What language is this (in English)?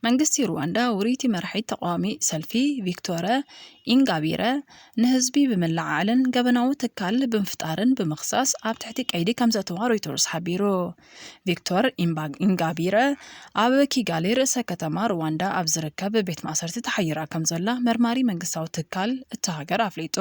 Tigrinya